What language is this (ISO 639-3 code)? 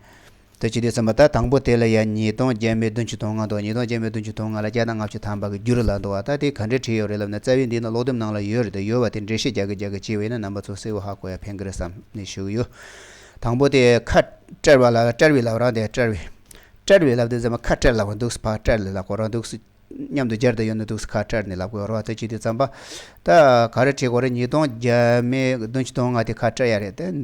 bod